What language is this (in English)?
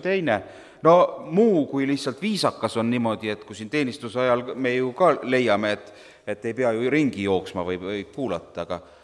Estonian